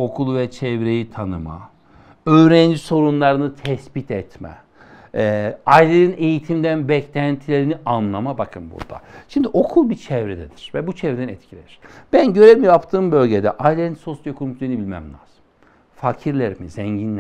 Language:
Turkish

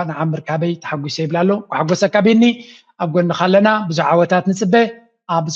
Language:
Tigrinya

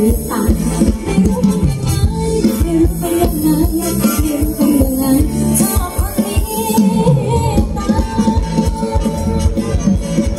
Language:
Thai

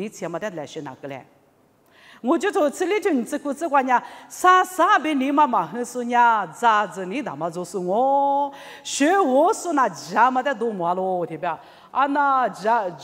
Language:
Lisu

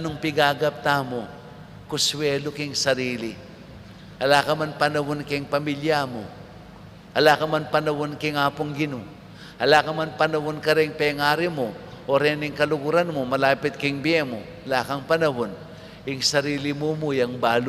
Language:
Pampanga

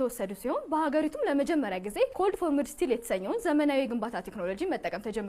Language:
Amharic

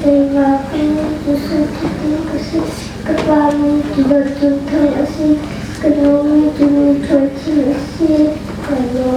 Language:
Hakha Chin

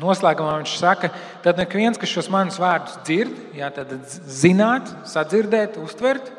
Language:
Latvian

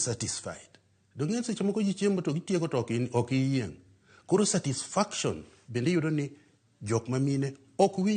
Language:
Luo (Kenya and Tanzania)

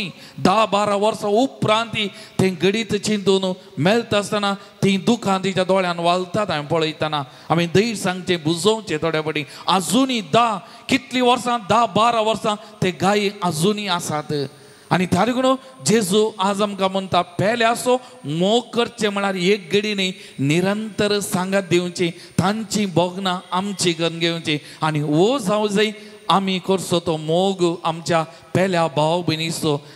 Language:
Konkani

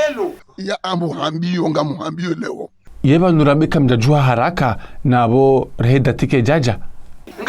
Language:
Ngazidja Comorian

